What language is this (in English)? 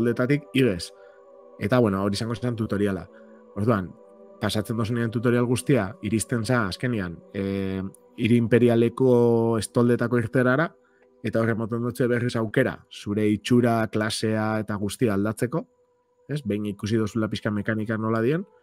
Basque